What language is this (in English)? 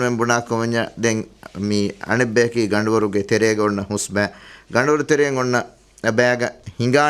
Divehi